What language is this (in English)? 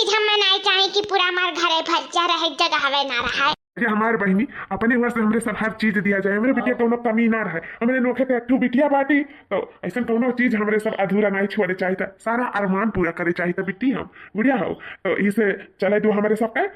Awadhi